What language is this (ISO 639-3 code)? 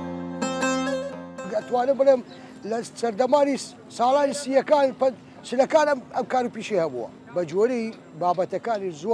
kur